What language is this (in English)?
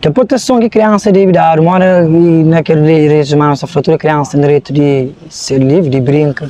Kabuverdianu